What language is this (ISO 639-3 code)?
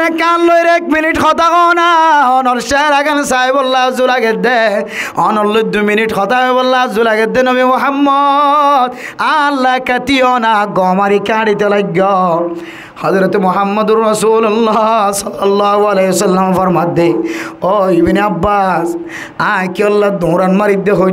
rhg